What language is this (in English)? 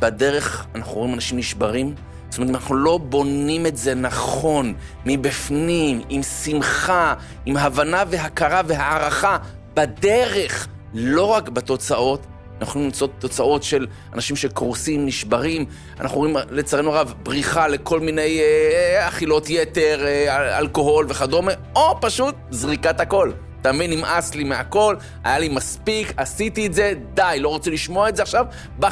Hebrew